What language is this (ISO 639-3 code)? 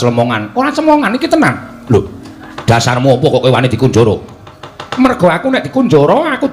jav